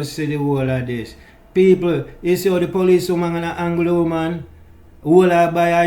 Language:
Jamaican Creole English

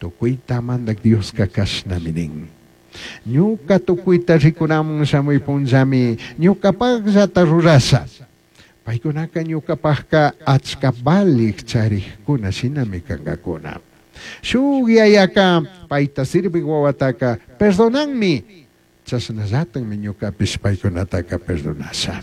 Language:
Chimborazo Highland Quichua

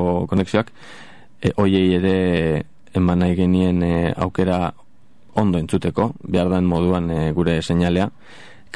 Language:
Basque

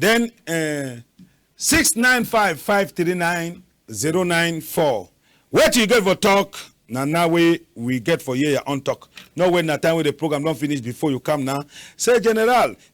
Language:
Cameroon Pidgin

